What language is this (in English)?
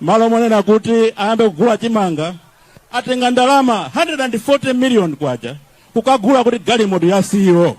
Nyanja